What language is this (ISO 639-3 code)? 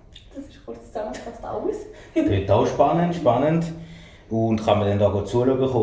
gsw